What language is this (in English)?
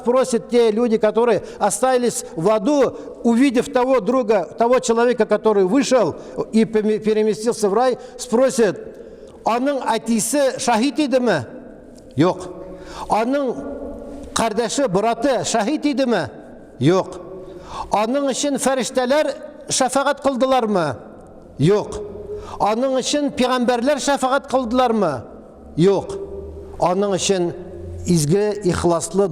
Tatar